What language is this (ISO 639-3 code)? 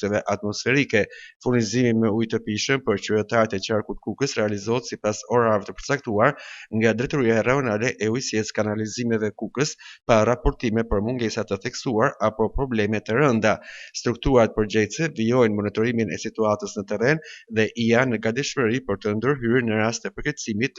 sqi